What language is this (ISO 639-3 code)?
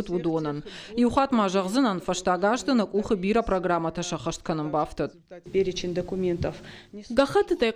oss